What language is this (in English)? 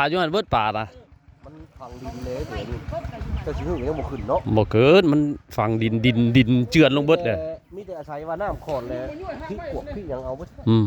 Northeastern Thai